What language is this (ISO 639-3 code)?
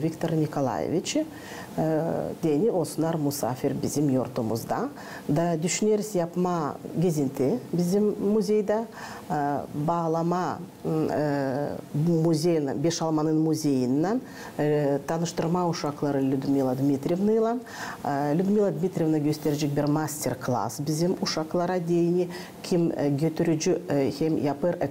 gag